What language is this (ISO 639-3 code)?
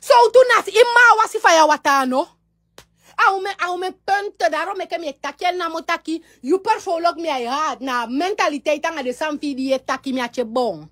srn